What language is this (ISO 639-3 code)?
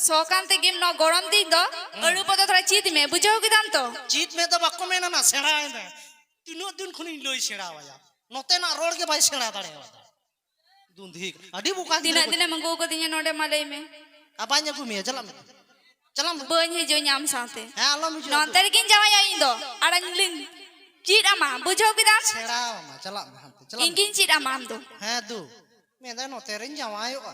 sat